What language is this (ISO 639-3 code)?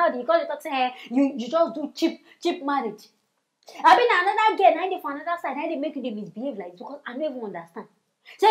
pcm